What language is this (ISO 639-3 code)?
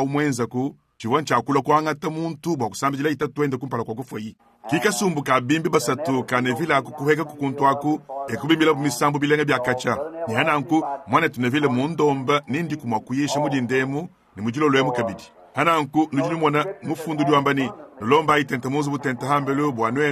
lua